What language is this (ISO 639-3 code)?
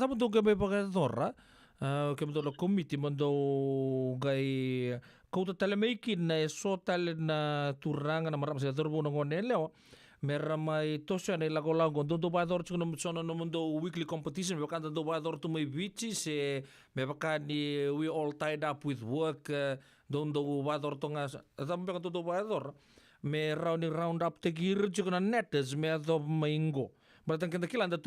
fij